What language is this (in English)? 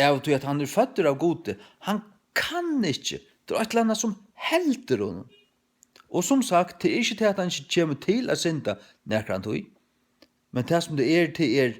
Faroese